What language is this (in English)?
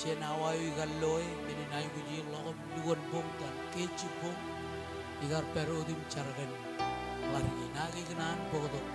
Marshallese